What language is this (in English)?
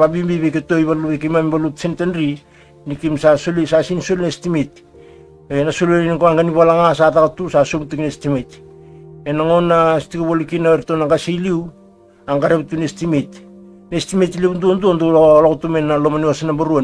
Fijian